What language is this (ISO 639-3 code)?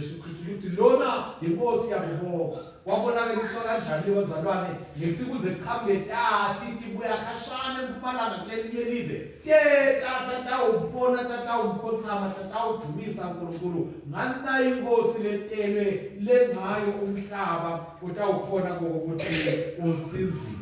ssw